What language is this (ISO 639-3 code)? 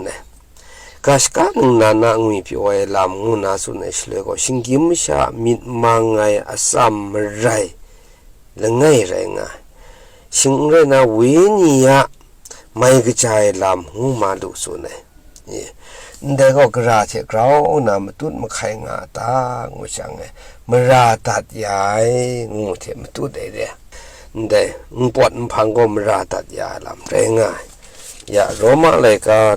kac